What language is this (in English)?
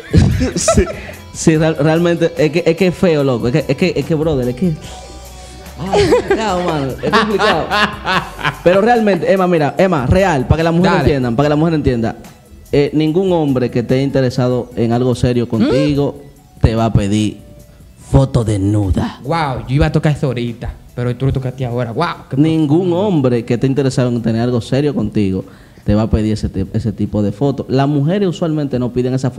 Spanish